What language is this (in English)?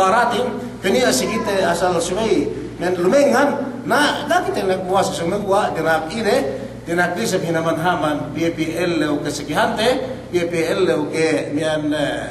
Yakan